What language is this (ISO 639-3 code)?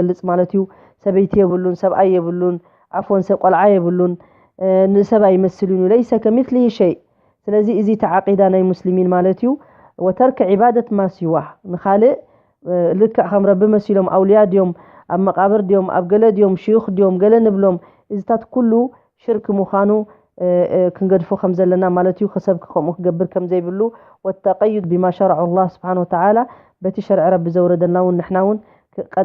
tir